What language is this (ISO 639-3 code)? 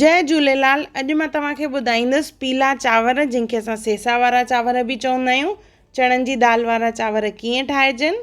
snd